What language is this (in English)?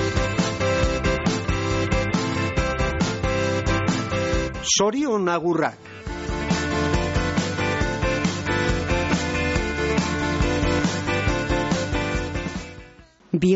Basque